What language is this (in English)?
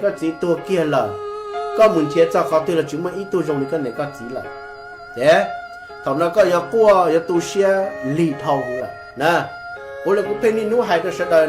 Hmong